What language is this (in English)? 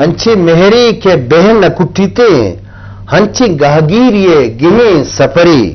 Eastern Balochi